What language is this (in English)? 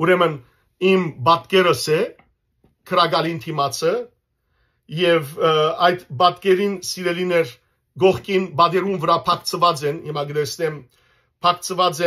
Western Armenian